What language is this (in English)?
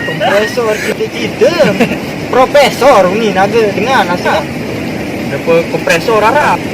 Sasak